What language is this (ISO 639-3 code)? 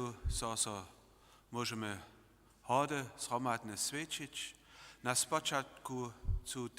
hsb